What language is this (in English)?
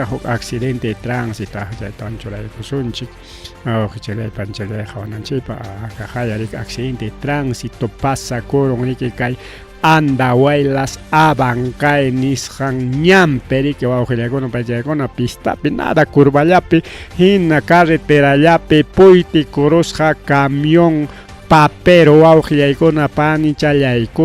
Ayacucho Quechua